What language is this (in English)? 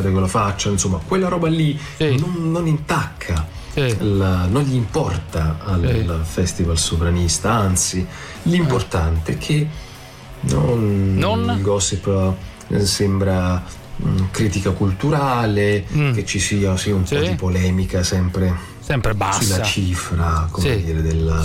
Italian